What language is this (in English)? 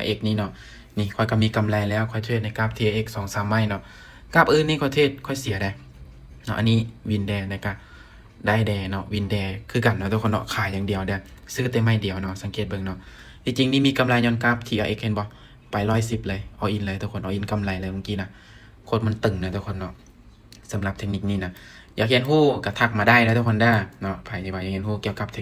Lao